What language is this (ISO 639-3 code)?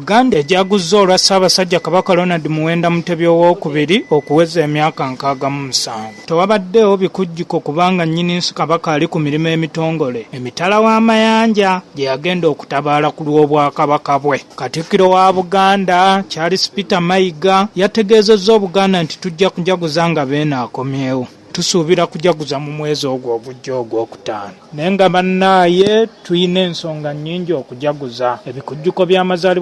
lug